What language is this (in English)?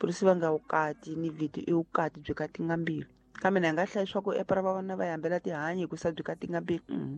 Tsonga